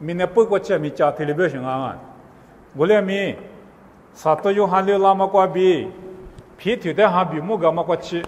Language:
Lisu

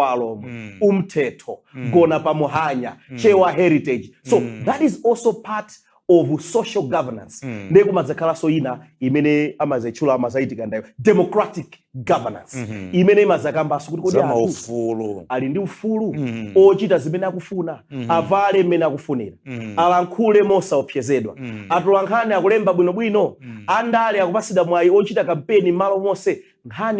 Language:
Nyanja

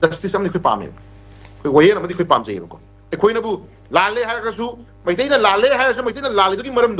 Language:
Manipuri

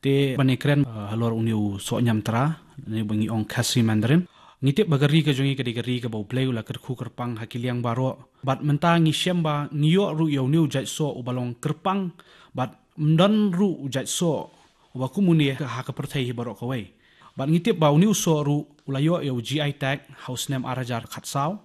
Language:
Khasi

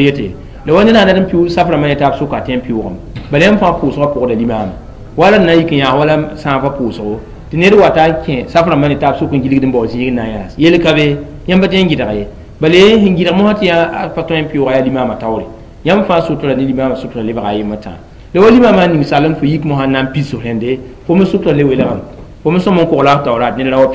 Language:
Mossi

